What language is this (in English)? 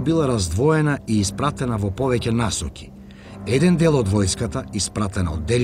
Macedonian